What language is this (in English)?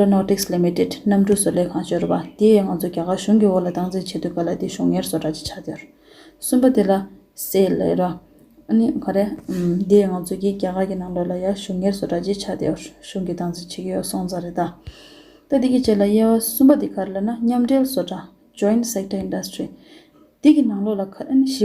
Tibetan